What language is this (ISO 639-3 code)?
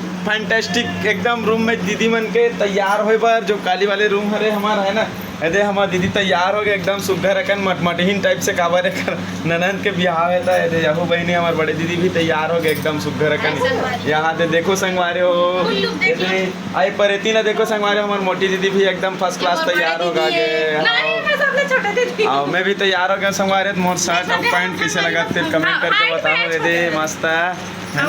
hne